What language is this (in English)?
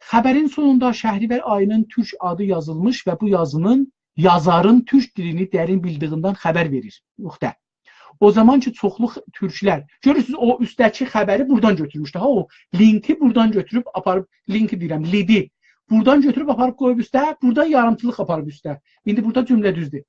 South Azerbaijani